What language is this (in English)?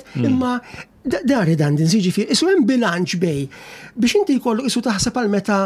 Maltese